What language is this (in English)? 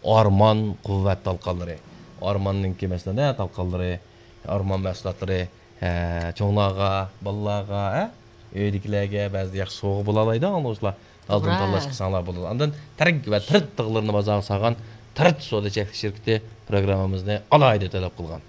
Uyghur